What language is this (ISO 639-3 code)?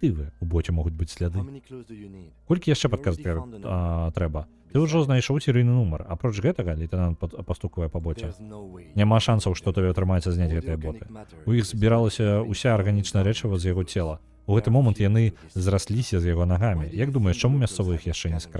bel